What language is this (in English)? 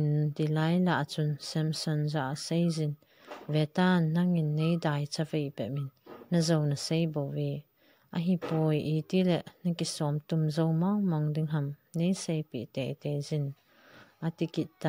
Thado Chin